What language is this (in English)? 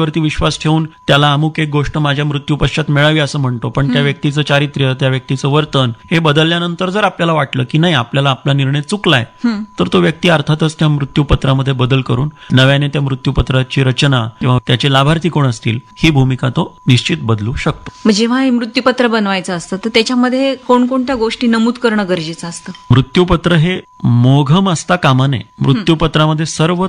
Marathi